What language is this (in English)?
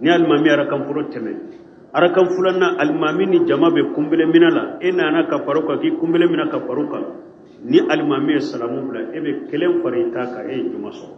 Bambara